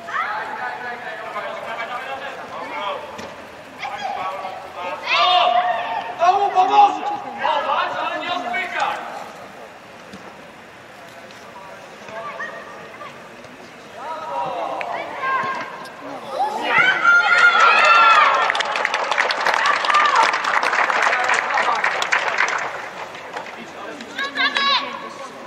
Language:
Polish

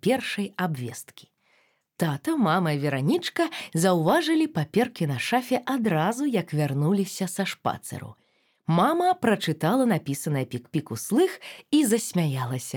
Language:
Belarusian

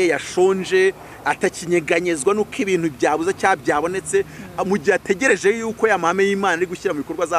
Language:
Kinyarwanda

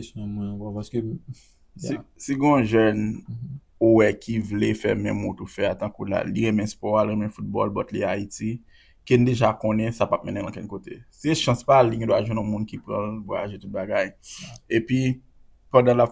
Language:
Haitian Creole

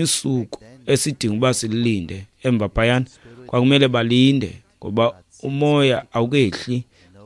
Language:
Xhosa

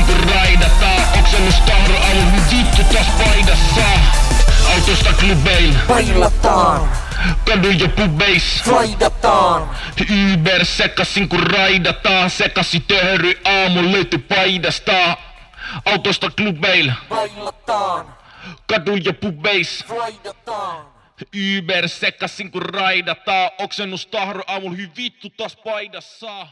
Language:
Finnish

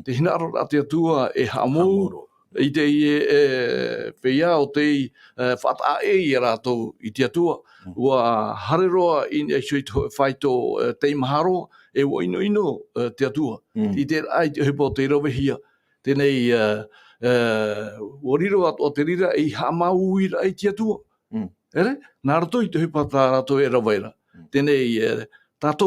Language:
Tahitian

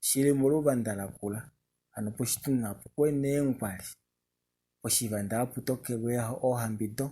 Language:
Kuanyama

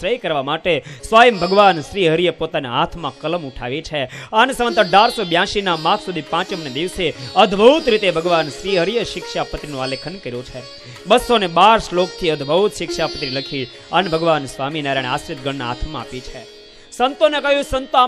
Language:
Gujarati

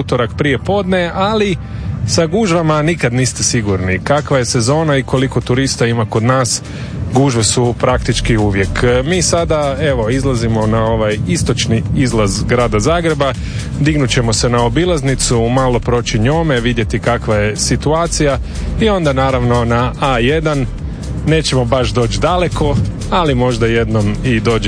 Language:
Croatian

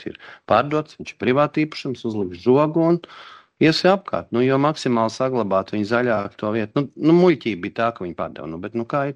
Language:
Latvian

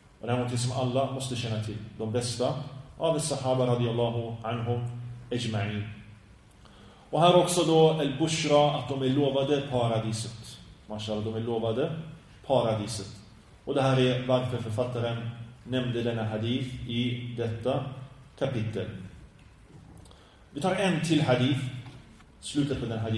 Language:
Swedish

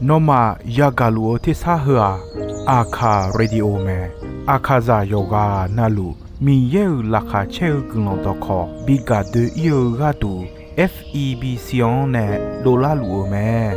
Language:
Akha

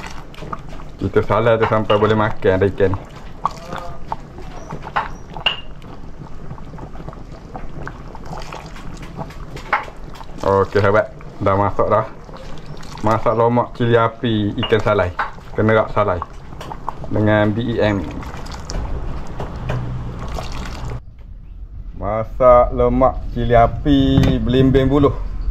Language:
Malay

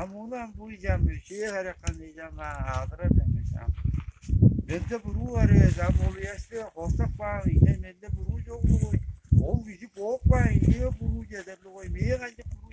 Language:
Tuvinian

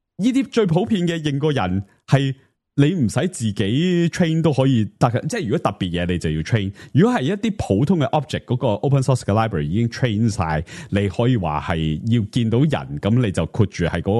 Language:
Cantonese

